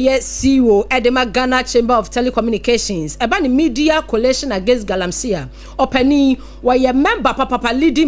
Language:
Akan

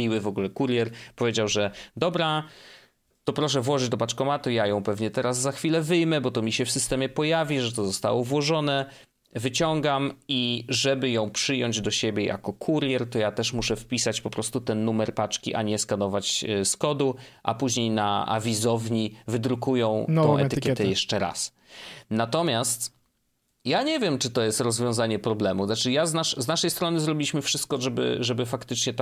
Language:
Polish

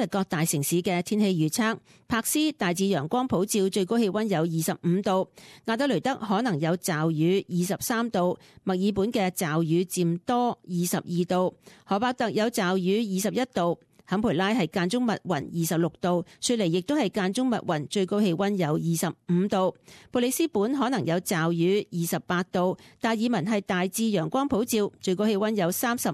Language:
Cantonese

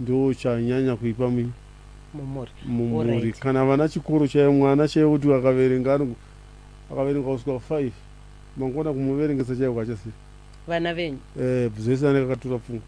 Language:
Shona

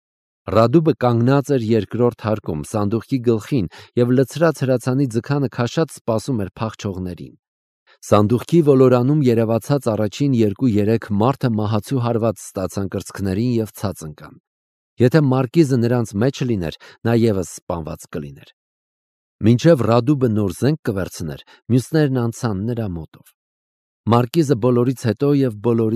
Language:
Armenian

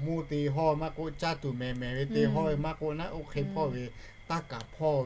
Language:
Lahu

